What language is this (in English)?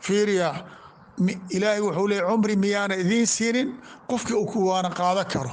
Somali